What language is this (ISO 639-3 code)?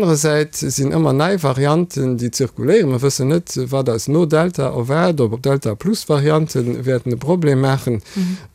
ltz